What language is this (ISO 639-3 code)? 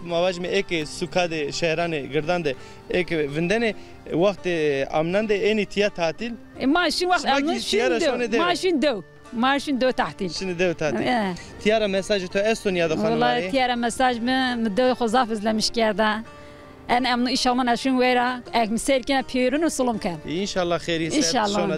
zza